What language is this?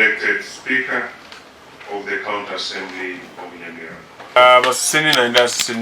Gusii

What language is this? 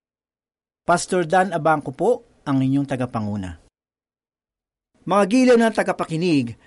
Filipino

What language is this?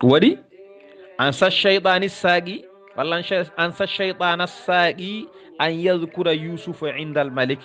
Fula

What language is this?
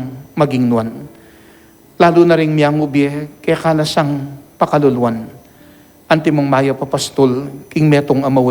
Pampanga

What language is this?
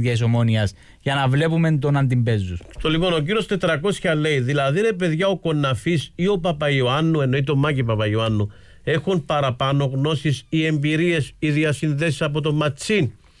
Greek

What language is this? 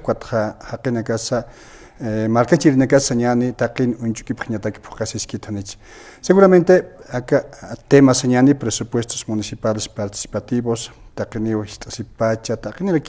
Aymara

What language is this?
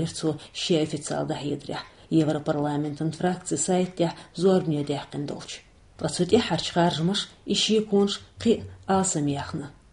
Chechen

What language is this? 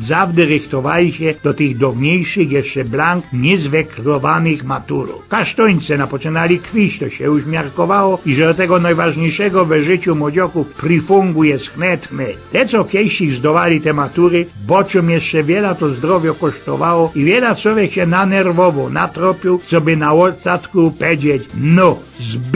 Silesian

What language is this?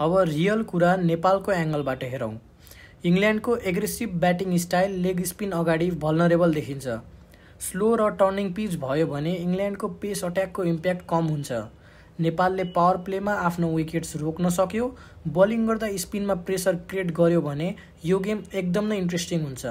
Nepali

